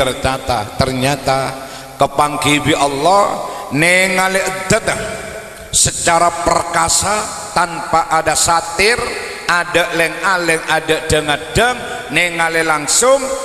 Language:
Madurese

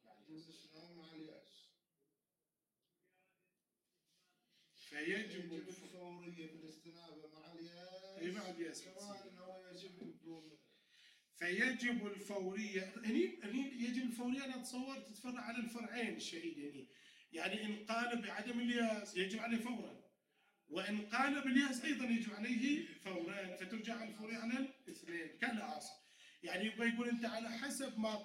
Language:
Arabic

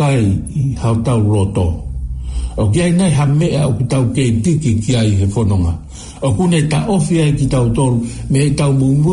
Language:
Tongan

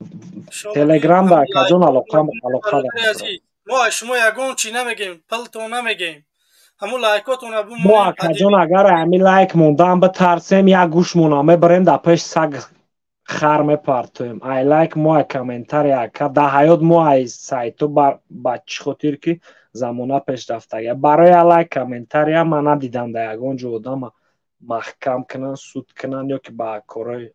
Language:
Tajik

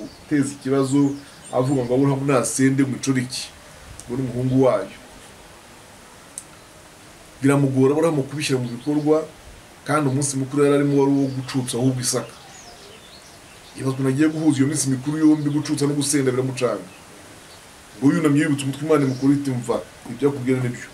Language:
Kinyarwanda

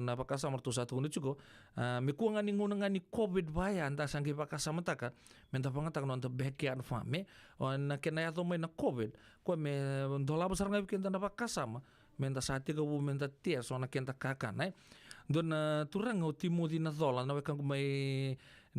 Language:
Fijian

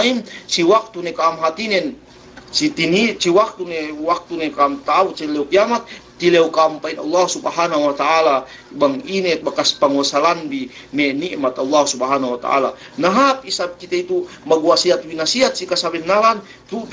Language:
Yakan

